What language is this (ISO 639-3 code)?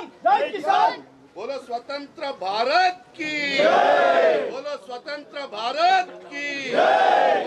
tel